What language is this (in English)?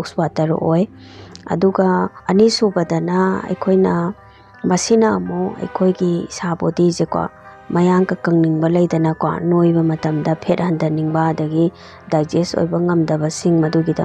Manipuri